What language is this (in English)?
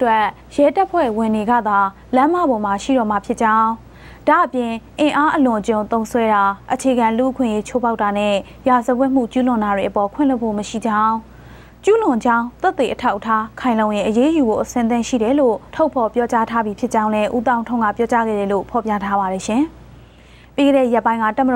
Burmese